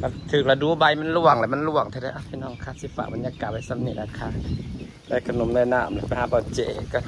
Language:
Northeastern Thai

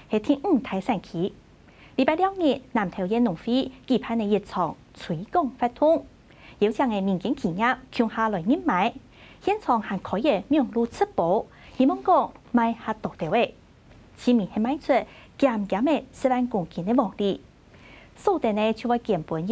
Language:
Hakka Chinese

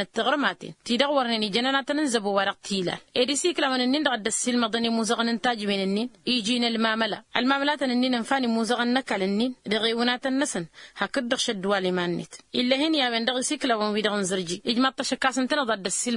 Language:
Tamasheq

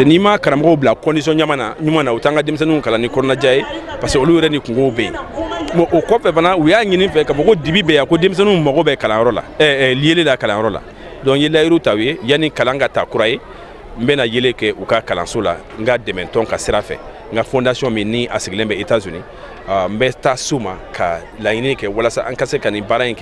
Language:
Bambara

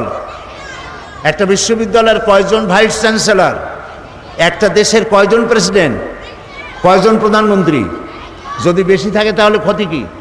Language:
Bangla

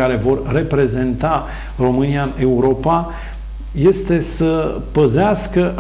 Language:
Romanian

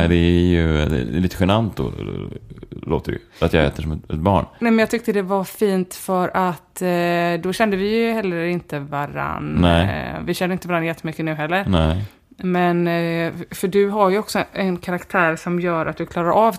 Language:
Swedish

